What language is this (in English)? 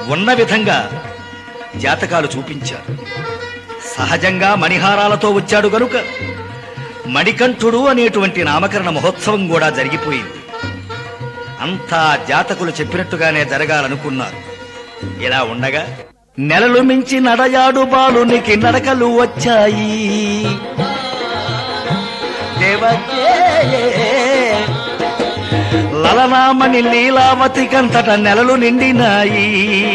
Telugu